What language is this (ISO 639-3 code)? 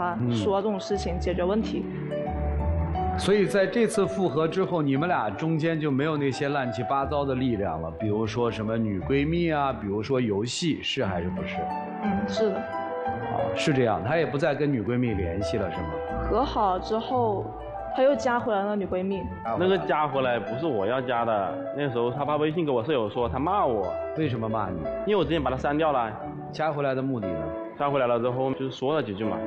zho